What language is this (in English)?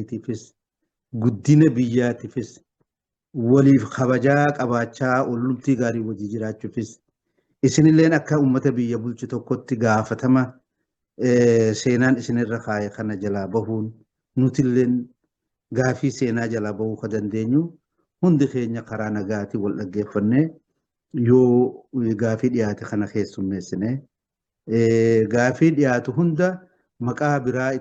Oromo